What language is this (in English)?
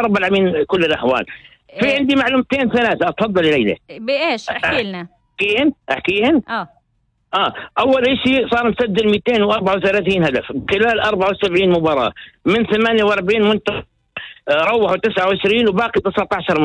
North Levantine Arabic